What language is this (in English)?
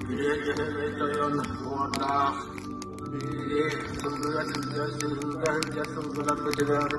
Yakut